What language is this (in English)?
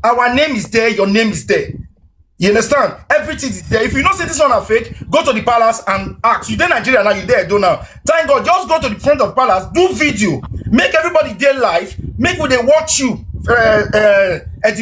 Nigerian Pidgin